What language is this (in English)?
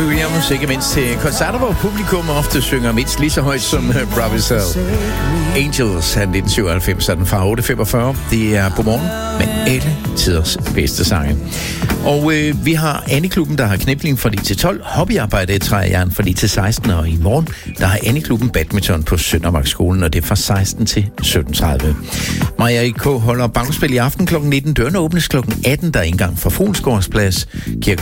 Danish